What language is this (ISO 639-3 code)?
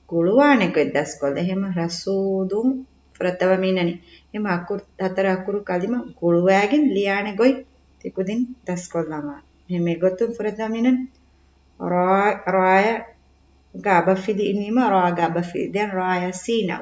div